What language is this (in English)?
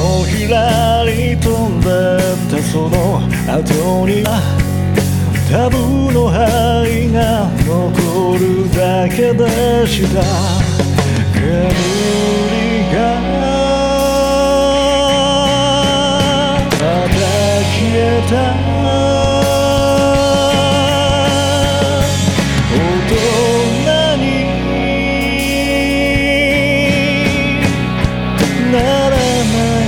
Japanese